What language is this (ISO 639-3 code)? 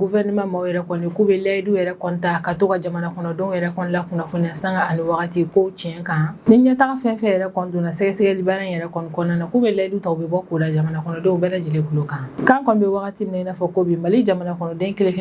bam